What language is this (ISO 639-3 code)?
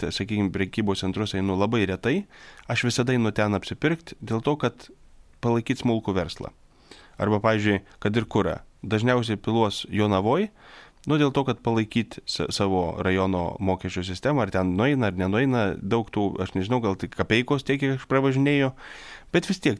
lit